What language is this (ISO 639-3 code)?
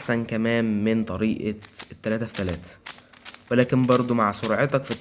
arz